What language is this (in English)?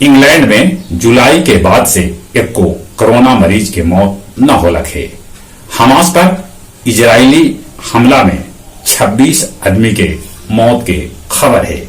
Magahi